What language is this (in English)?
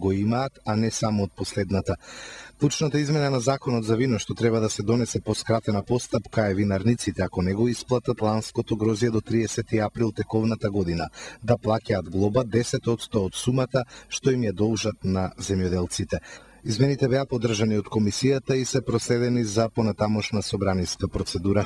Macedonian